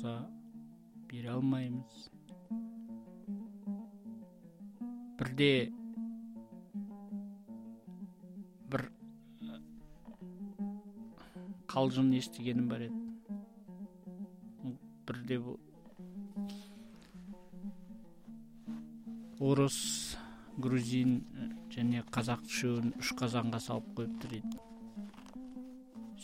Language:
Kazakh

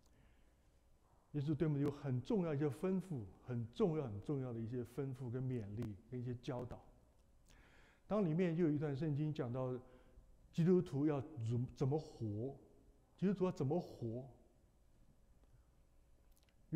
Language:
Chinese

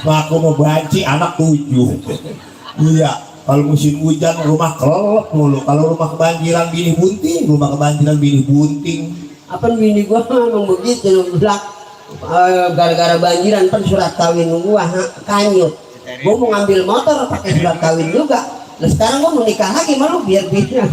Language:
Betawi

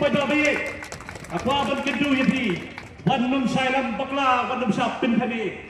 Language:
Khasi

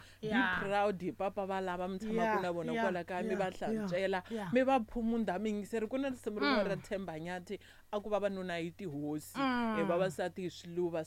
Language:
Tsonga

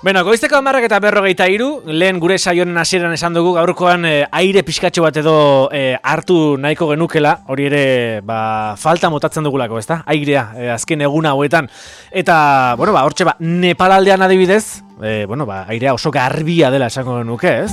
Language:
Basque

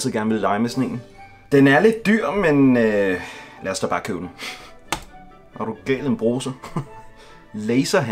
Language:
Danish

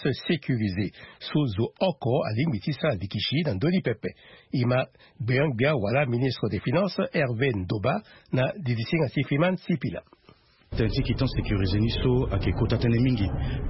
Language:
Sango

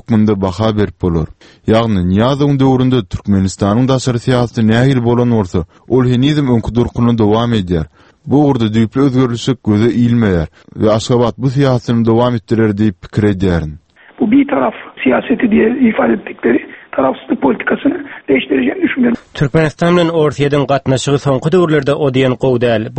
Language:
Turkmen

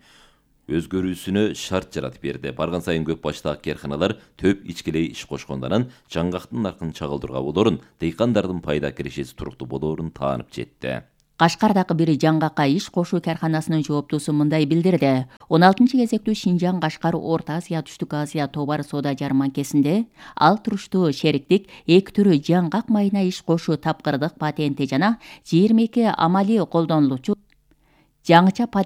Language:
Kyrgyz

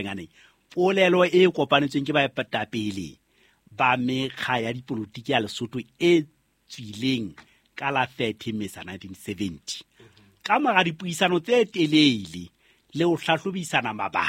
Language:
Southern Sotho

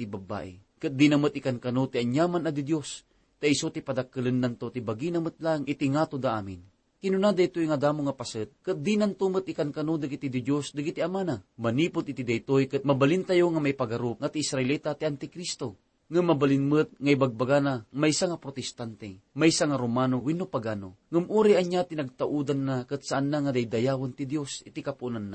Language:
Iloko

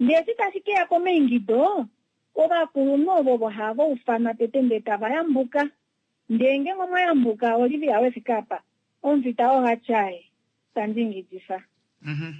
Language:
Kuanyama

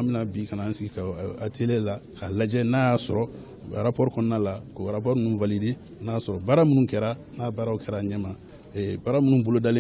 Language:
Bambara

